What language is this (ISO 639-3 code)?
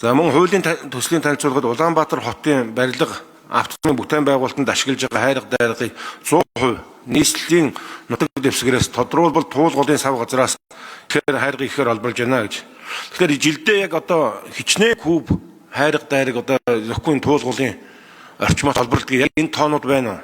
mon